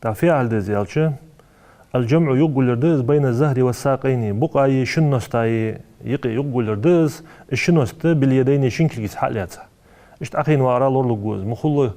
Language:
Ingush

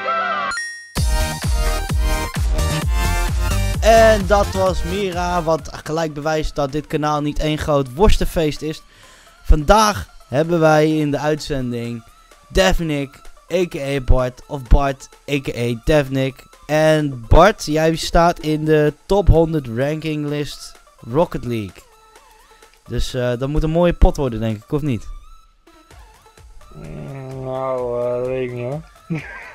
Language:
Dutch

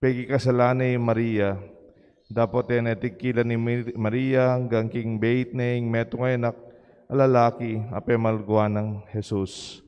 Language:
Pampanga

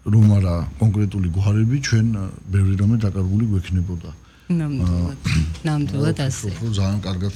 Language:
Georgian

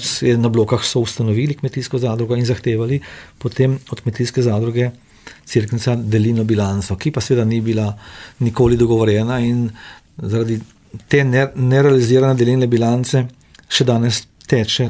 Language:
Slovenian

